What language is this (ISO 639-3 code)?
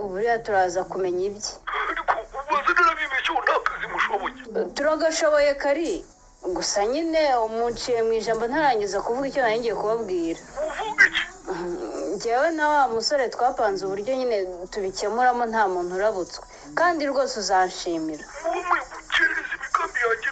kin